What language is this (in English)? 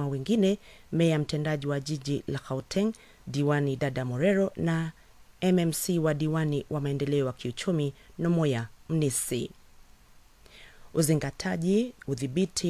Swahili